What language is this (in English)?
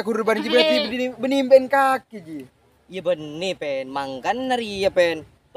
Madurese